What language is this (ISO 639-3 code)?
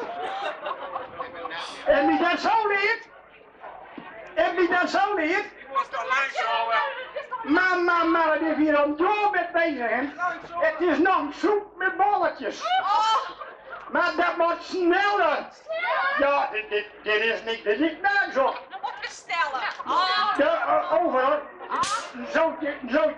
nld